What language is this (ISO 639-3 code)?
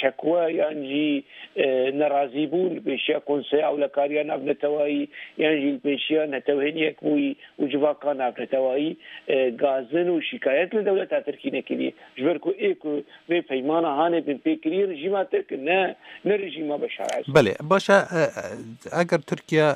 kur